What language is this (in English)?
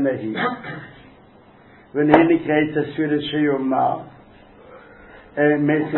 Hebrew